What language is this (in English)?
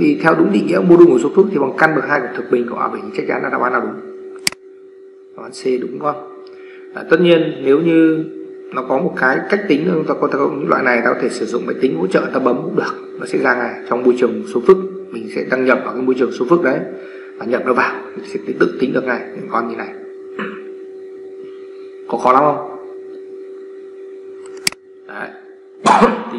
Vietnamese